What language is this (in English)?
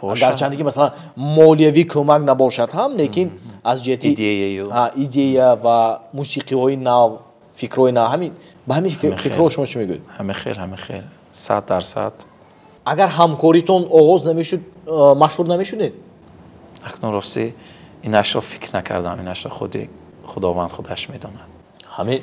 Tajik